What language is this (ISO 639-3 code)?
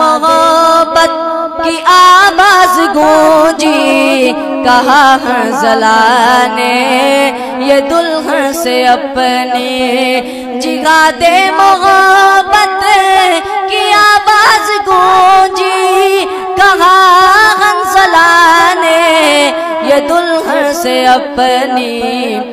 urd